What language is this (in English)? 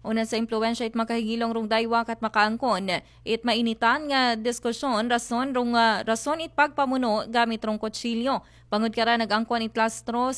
Aklanon